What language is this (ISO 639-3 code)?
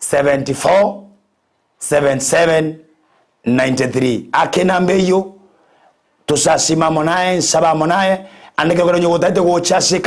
guz